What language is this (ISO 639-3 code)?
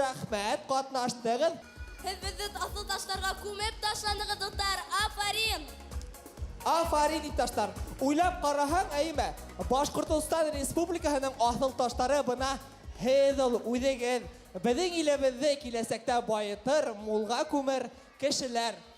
bak